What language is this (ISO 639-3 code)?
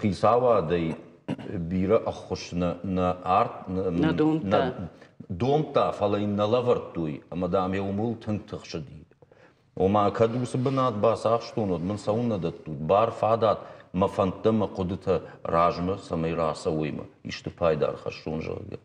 oss